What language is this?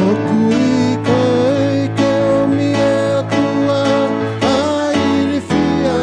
Tongan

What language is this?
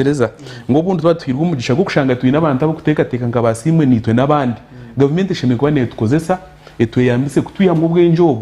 Nyankole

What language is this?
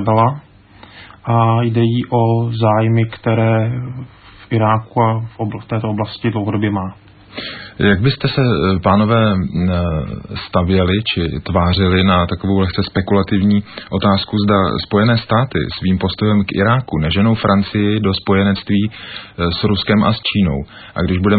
Czech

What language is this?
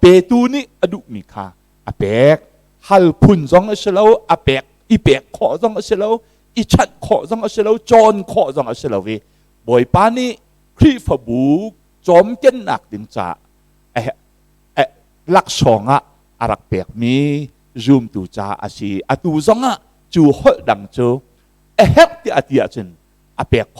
Hakha Chin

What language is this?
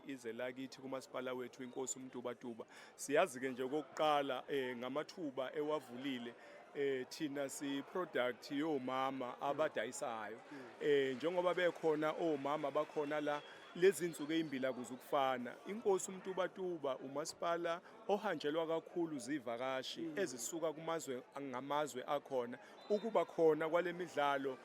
Zulu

